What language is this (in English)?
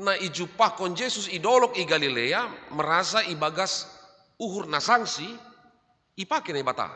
Batak Simalungun